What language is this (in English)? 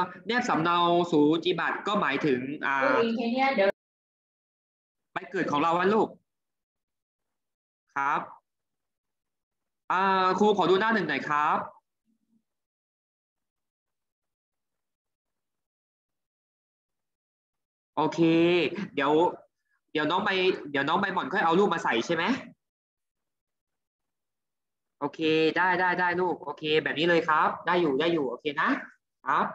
Thai